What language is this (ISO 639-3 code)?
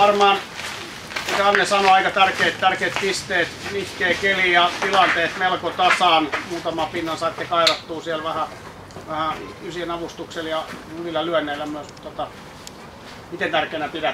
fin